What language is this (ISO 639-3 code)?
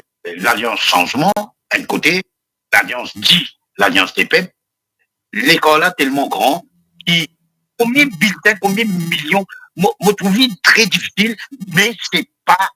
mfe